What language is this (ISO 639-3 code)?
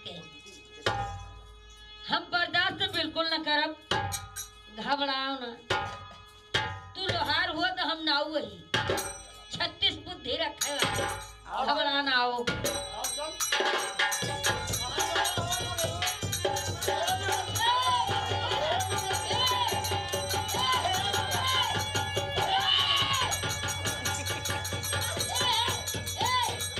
bho